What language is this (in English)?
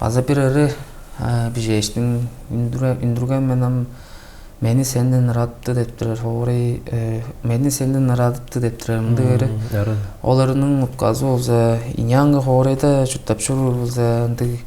Tuvinian